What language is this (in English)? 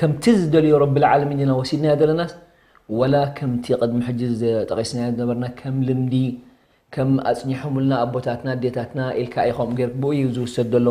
Tigrinya